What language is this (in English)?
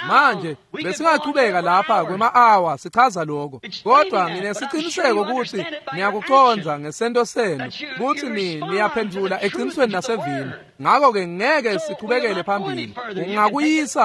Swati